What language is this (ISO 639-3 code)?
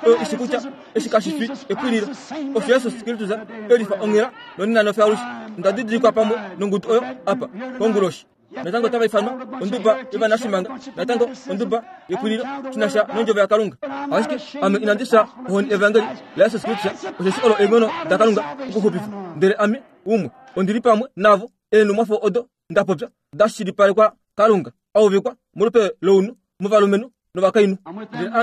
kua